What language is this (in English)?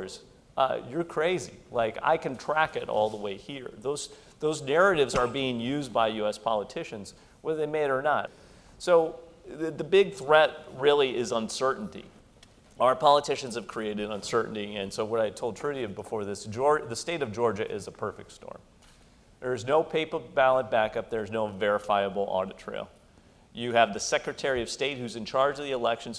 English